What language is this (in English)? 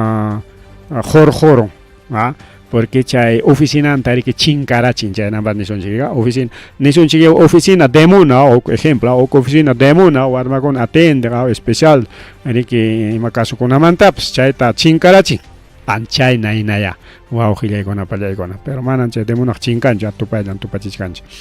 Ayacucho Quechua